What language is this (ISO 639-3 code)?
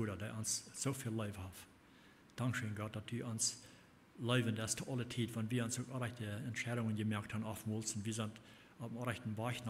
pdt